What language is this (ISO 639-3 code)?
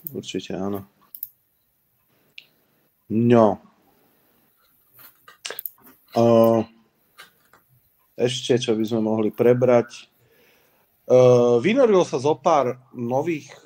slk